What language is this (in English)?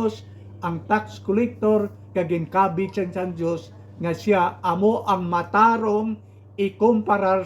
Hiligaynon